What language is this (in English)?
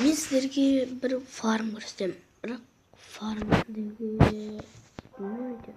Kazakh